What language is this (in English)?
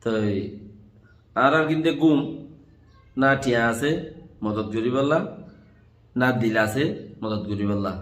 Rohingya